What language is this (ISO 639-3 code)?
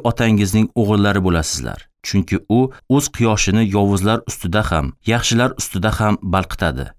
uzb